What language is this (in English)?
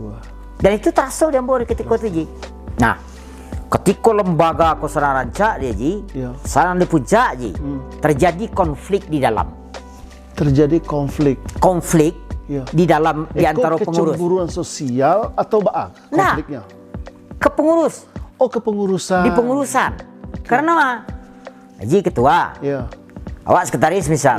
Minangkabau